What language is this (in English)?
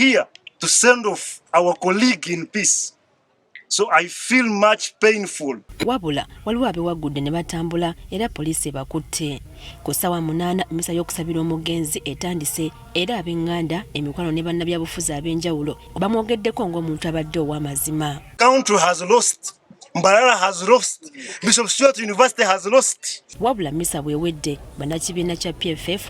Ganda